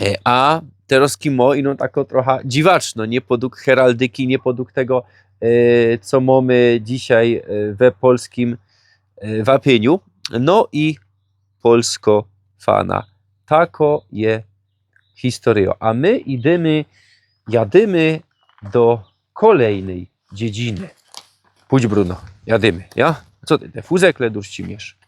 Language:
Silesian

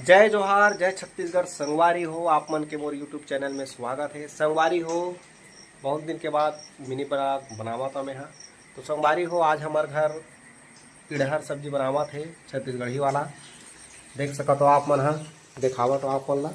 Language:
Chhattisgarhi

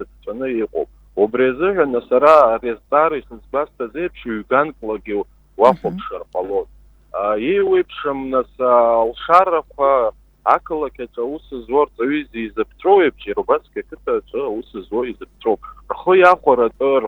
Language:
Abkhazian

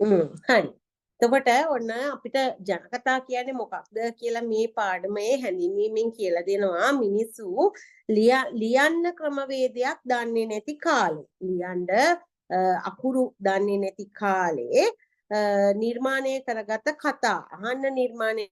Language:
Sinhala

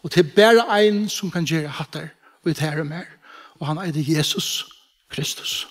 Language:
Faroese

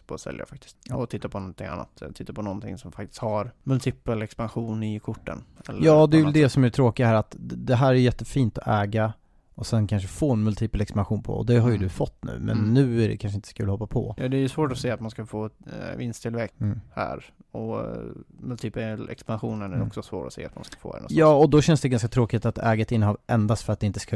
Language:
Swedish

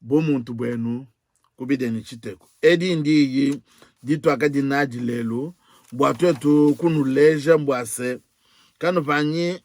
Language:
Luba-Lulua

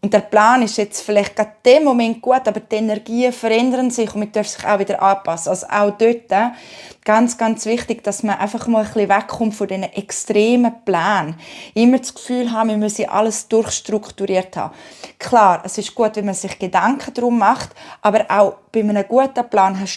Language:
Swiss German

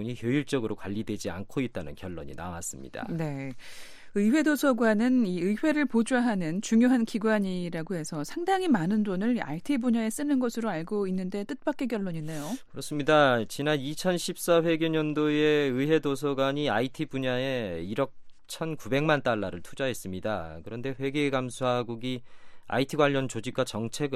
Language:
Korean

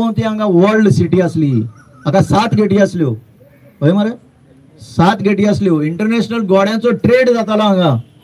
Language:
Konkani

